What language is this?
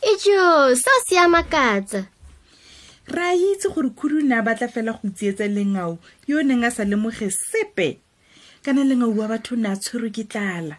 Tswana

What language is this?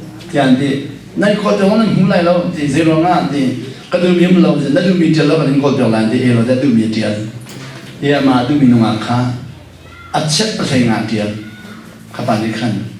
Hakha Chin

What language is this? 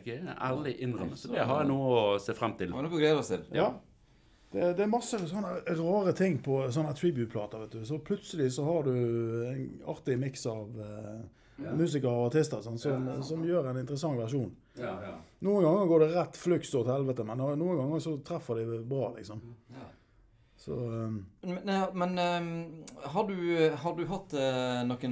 Norwegian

